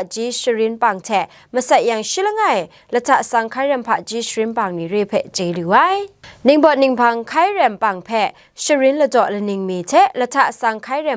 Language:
Kachin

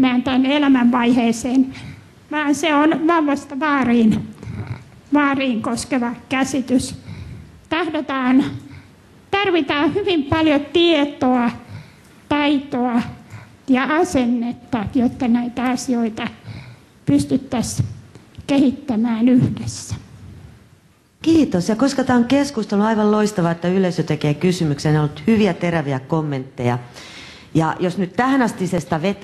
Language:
Finnish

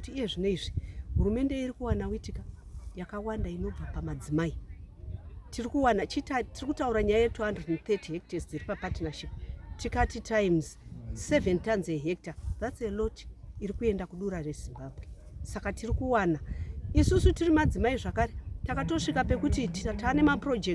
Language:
Shona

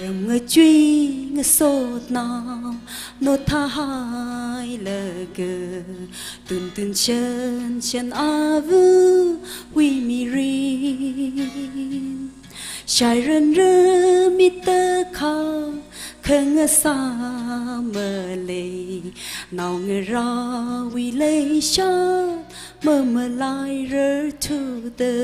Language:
Tangkhul Naga (India)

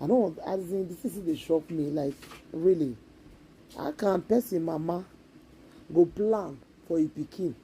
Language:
Nigerian Pidgin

